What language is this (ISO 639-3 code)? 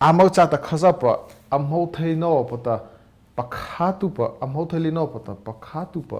mrh